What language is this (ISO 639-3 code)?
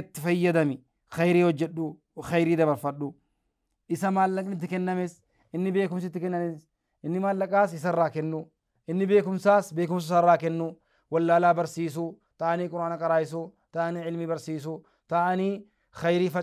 orm